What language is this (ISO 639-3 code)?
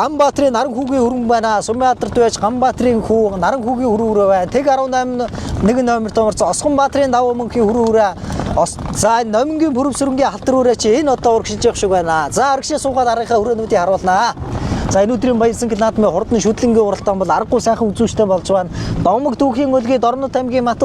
mon